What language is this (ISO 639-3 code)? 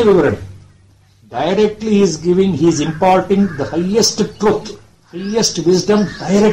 kan